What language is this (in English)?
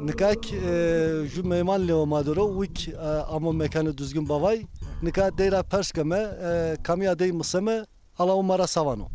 Zaza